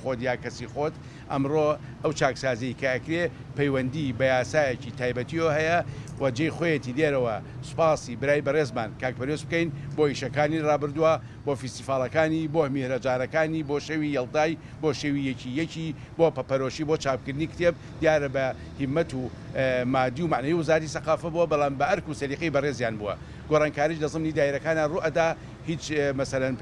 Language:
Central Kurdish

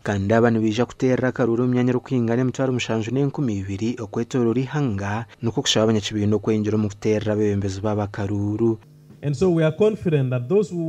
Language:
Nyankole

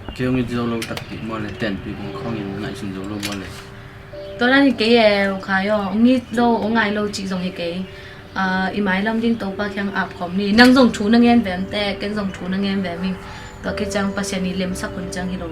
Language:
Tedim Chin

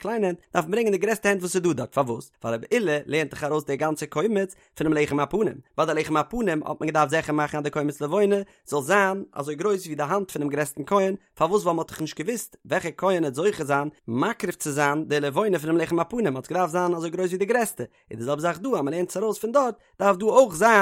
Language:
Yiddish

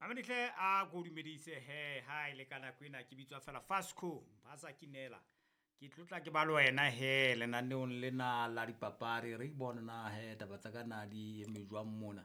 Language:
Southern Sotho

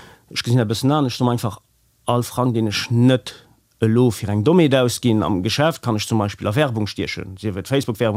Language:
Luxembourgish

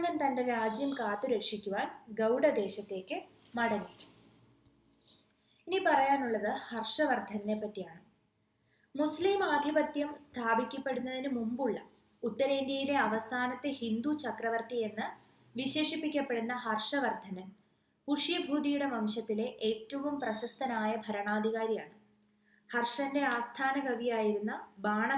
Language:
Malayalam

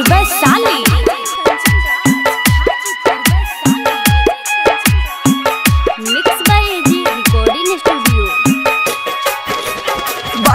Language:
Bhojpuri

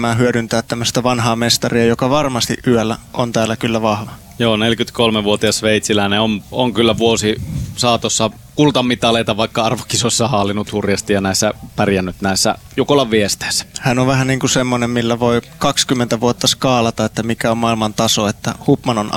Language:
Finnish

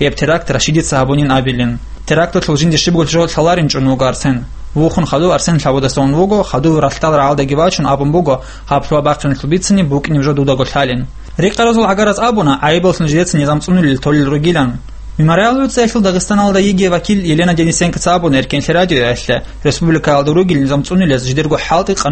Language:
Avaric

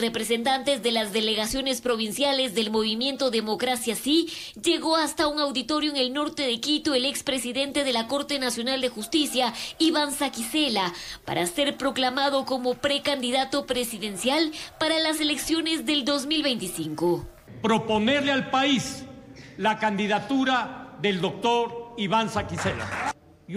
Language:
Spanish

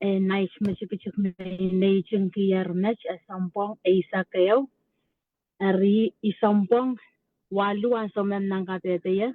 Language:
Pohnpeian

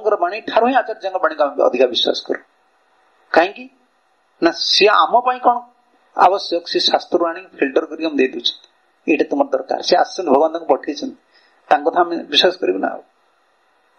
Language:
Odia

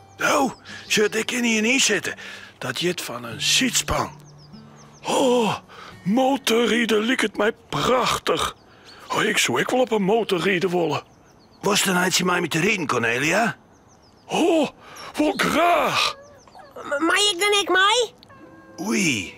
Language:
Western Frisian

